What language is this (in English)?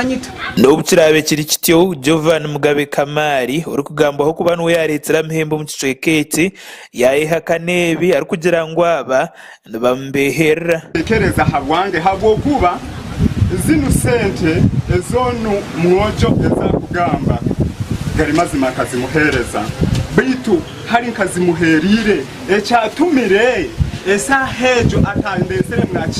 Nyankole